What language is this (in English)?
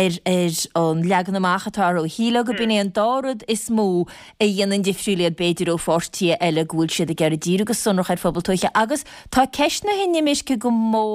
Irish